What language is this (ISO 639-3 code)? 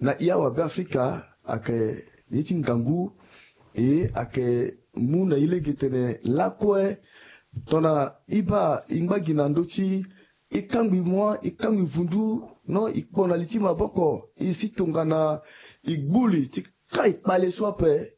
sag